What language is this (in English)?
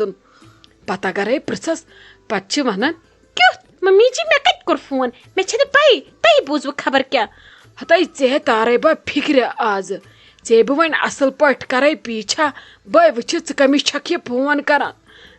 Kashmiri